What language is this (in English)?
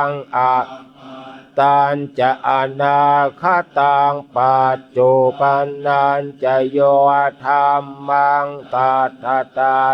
Pali